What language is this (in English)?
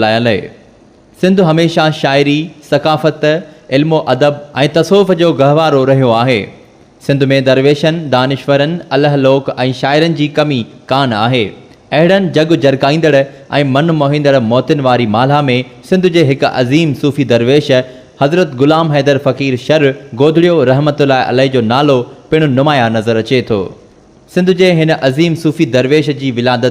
Sindhi